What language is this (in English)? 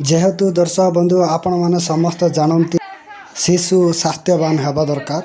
Odia